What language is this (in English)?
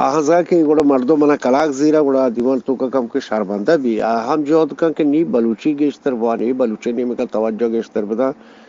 Eastern Balochi